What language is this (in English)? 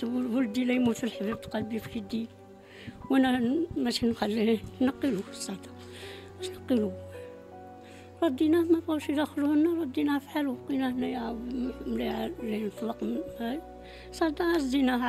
Moroccan Arabic